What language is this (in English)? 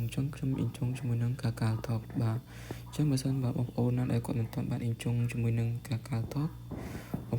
Khmer